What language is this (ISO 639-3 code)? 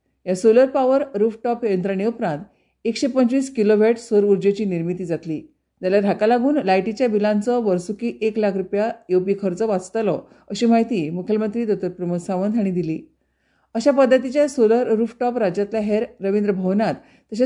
kok